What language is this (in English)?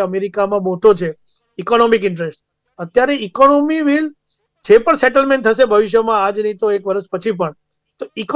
Gujarati